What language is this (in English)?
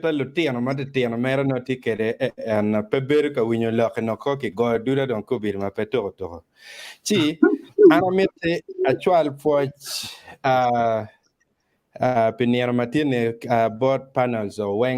Acoli